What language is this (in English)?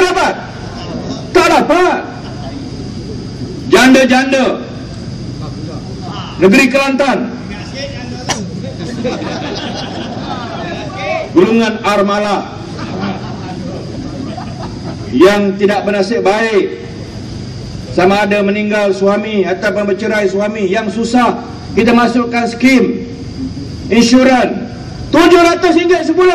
Malay